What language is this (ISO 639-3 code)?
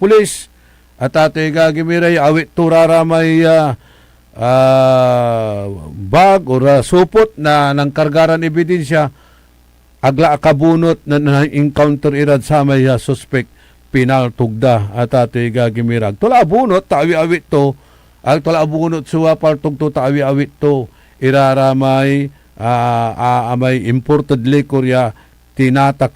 pag